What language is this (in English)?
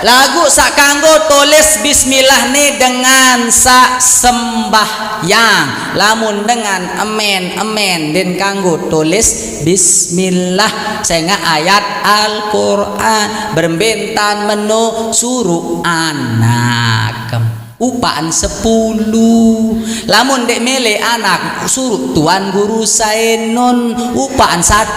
Sasak